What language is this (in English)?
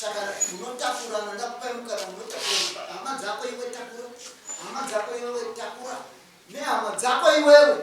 Shona